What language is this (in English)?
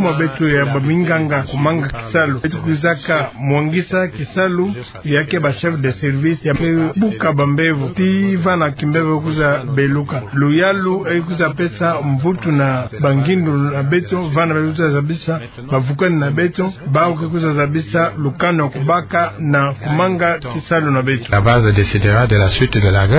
Kituba (Democratic Republic of Congo)